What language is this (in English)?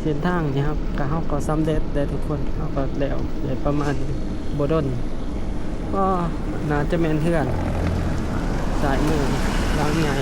Lao